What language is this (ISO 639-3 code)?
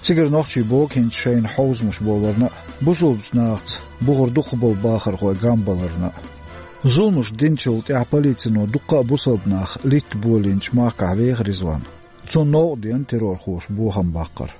che